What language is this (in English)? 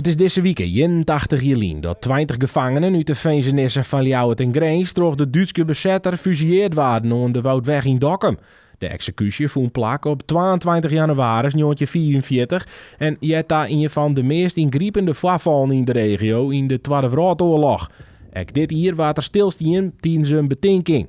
Western Frisian